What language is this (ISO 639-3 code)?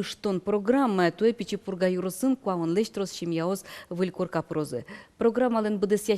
udm